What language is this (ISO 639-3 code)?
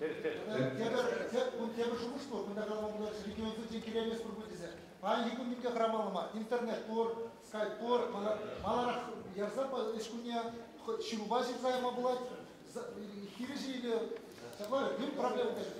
chv